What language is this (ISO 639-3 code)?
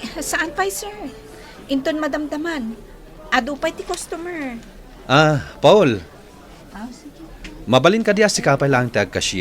ilo